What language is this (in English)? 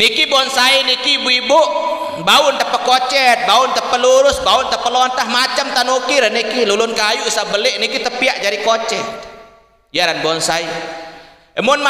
Sasak